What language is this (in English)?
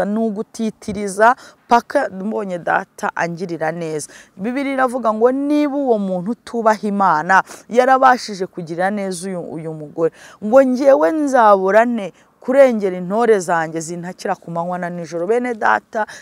Kinyarwanda